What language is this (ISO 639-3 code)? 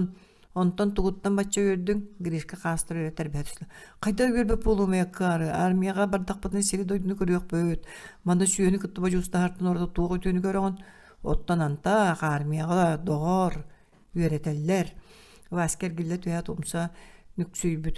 sah